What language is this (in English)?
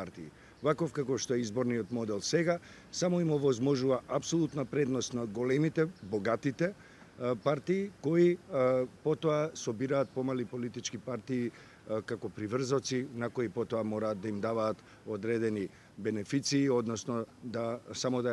Macedonian